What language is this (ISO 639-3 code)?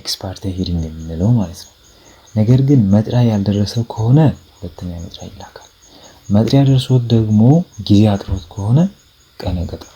amh